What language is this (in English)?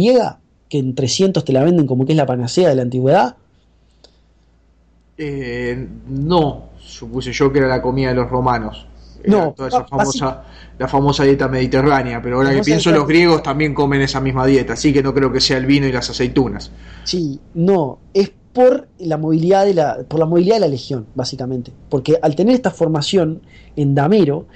Spanish